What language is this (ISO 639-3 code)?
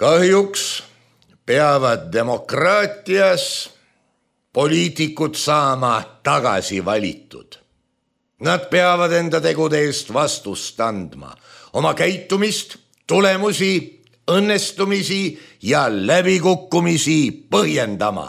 est